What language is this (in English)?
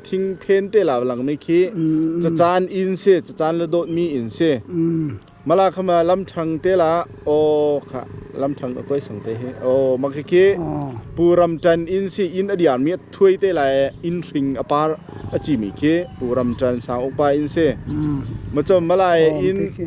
Hakha Chin